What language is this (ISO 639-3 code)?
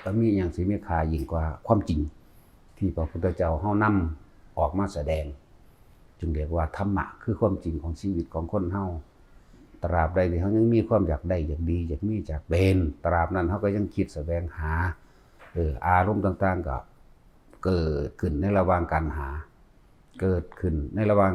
tts